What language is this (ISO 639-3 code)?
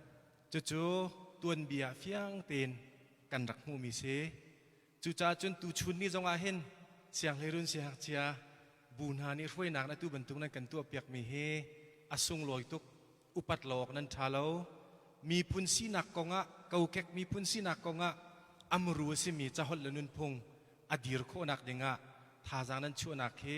cnh